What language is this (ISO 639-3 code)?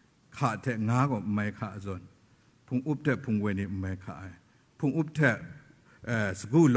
kac